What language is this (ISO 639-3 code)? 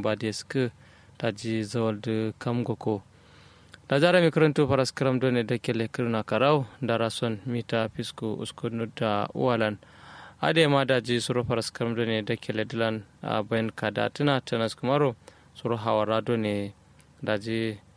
kau